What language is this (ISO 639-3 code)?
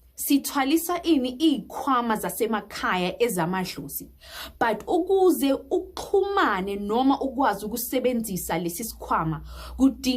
zul